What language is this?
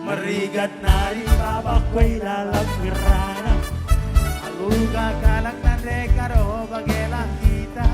Batak Karo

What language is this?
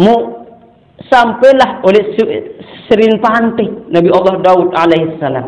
Sasak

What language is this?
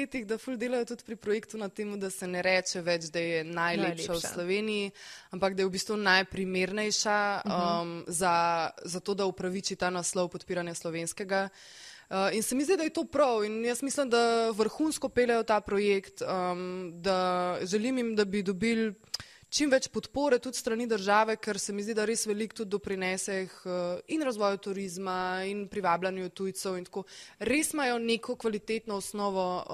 Slovenian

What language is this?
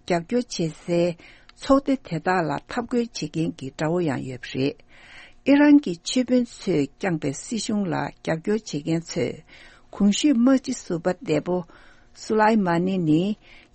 Tibetan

